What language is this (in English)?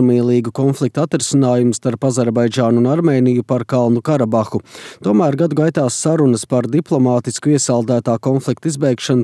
Latvian